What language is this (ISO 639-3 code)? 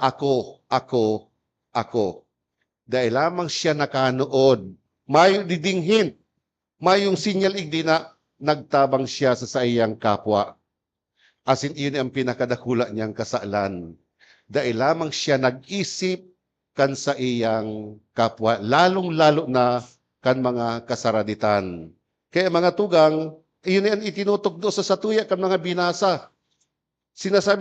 bik